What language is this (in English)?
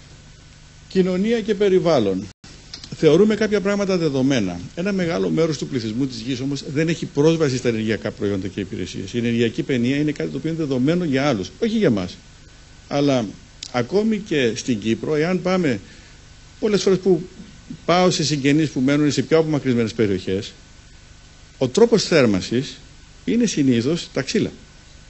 Greek